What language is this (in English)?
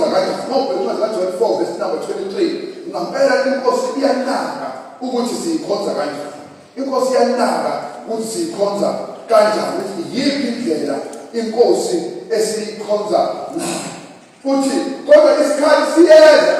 Zulu